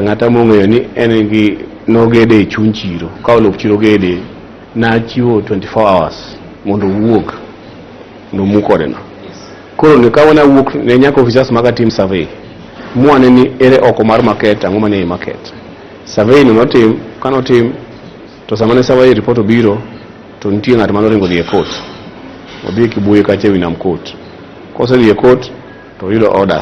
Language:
Luo (Kenya and Tanzania)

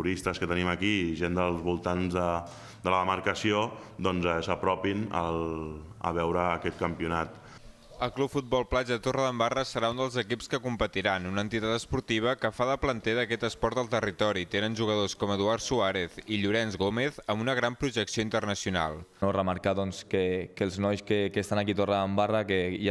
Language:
Catalan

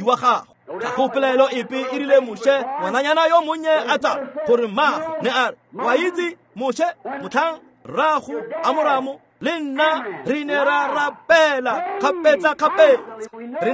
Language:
Tswana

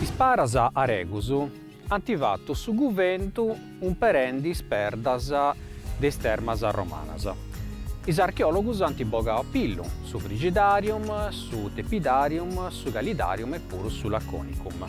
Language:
Sardinian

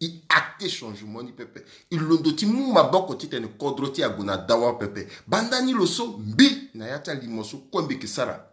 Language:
Sango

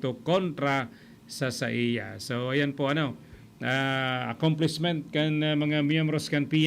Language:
Bikol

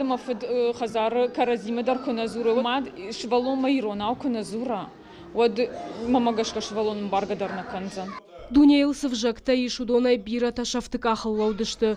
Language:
Ossetic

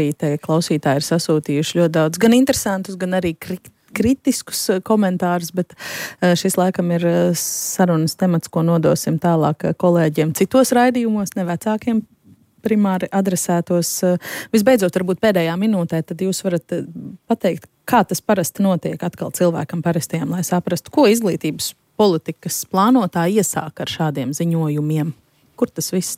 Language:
Latvian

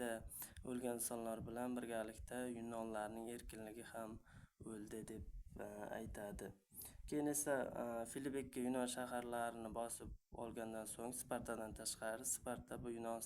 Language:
Uzbek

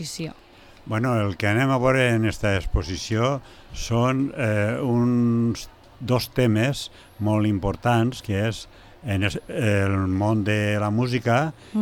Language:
Catalan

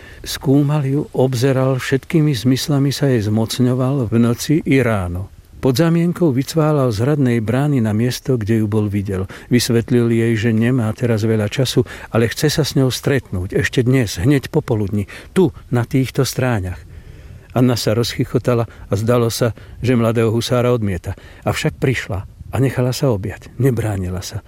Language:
Slovak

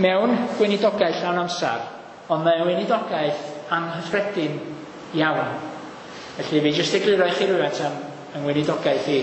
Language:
Welsh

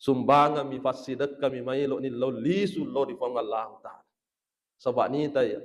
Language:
Buginese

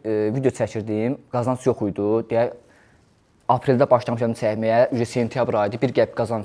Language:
Azerbaijani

